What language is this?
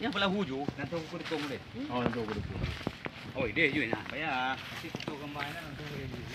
Achinese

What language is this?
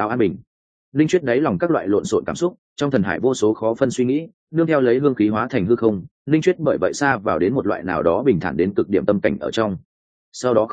Vietnamese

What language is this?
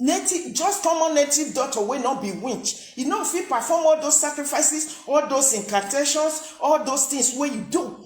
Nigerian Pidgin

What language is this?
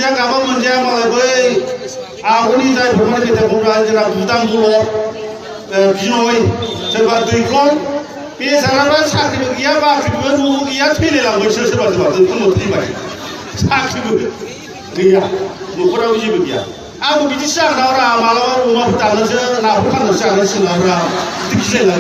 Bodo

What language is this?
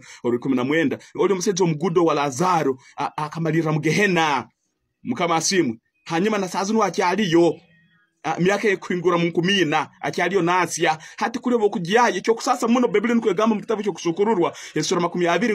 Tooro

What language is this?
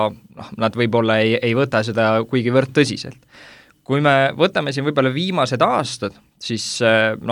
Estonian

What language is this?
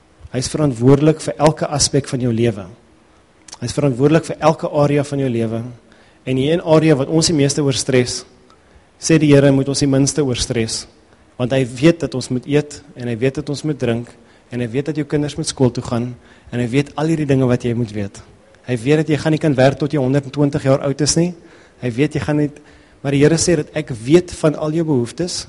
Afrikaans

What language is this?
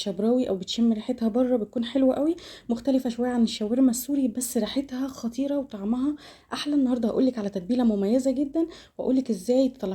Egyptian Arabic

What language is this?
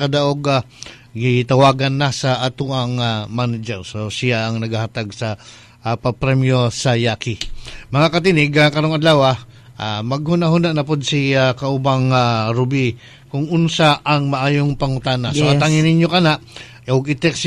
Cebuano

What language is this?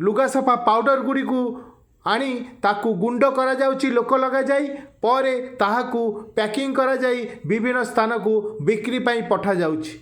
Odia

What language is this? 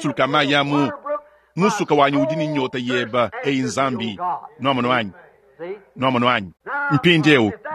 Luba-Lulua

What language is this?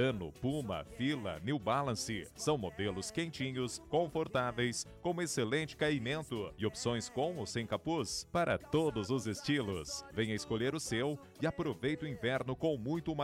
Portuguese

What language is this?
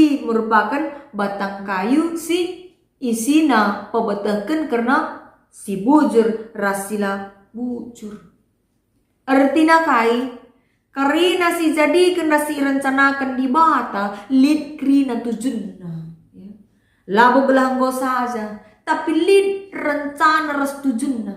Batak Karo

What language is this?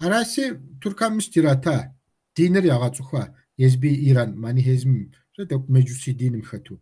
Kabardian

